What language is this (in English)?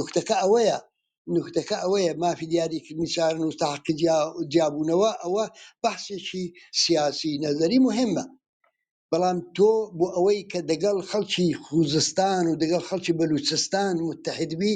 Central Kurdish